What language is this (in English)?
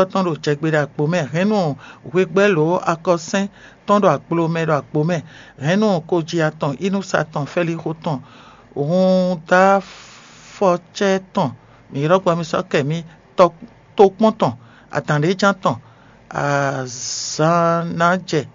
Fon